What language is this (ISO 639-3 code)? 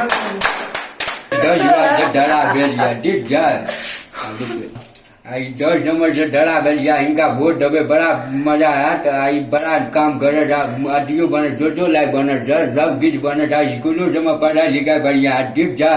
mai